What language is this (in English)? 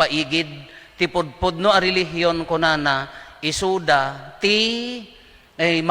Iloko